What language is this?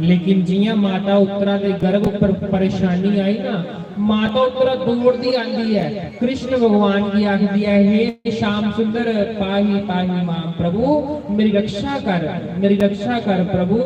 Dogri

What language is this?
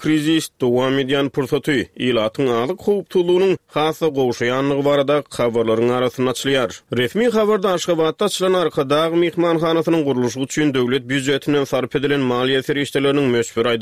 Turkmen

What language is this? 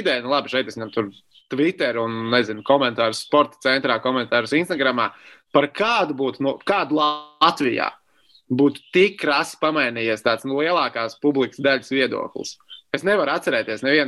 Latvian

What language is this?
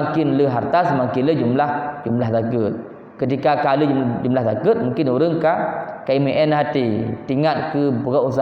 Achinese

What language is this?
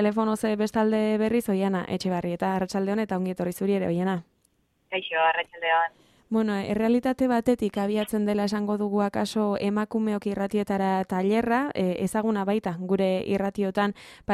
Basque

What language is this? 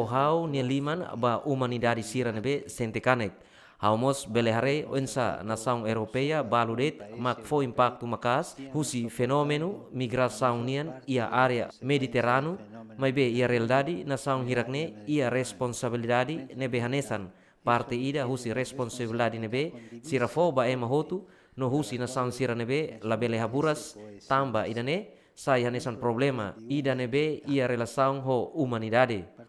Tetum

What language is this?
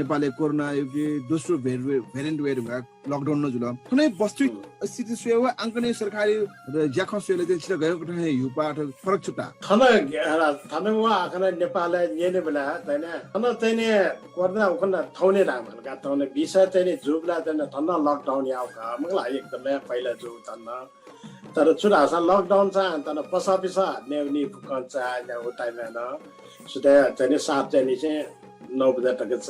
Newari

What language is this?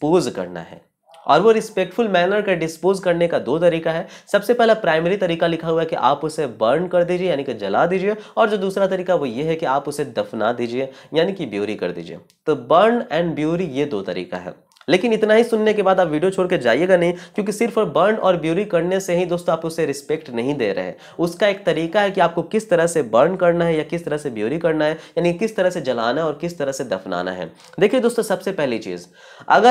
Hindi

